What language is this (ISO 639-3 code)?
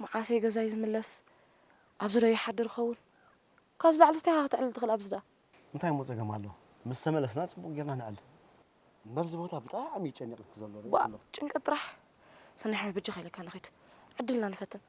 tir